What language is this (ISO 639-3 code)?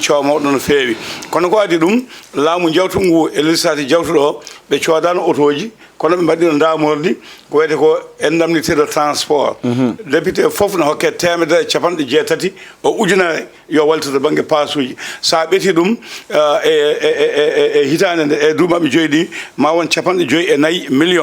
ful